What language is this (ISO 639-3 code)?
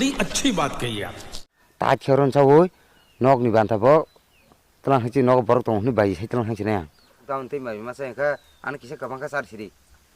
trp